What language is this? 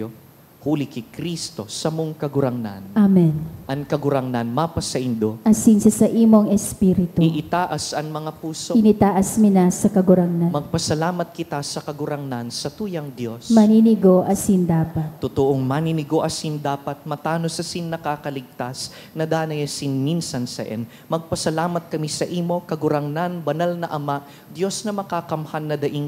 Bikol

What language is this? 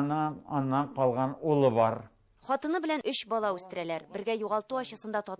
Tatar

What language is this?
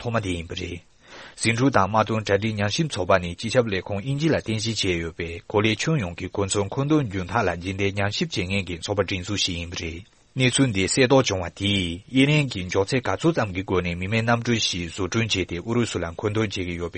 Tibetan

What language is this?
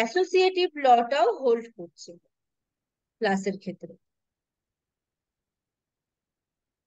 Bangla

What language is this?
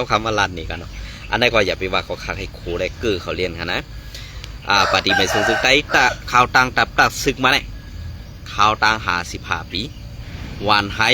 Shan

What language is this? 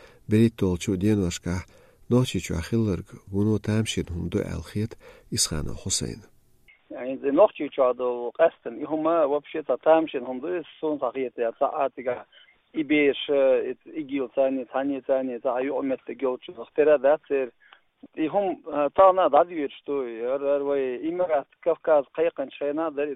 Chechen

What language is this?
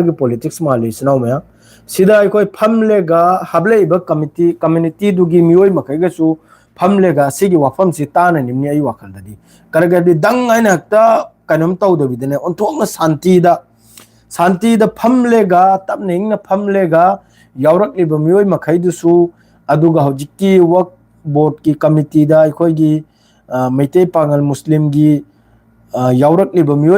Manipuri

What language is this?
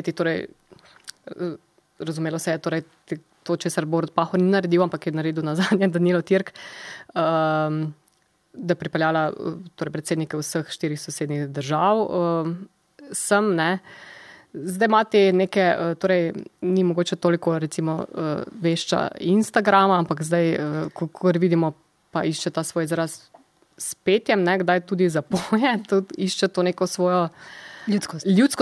Slovenian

